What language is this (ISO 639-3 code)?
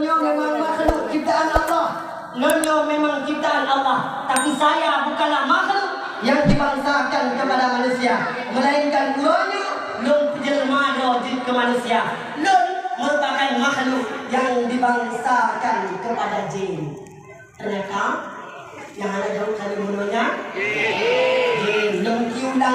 ace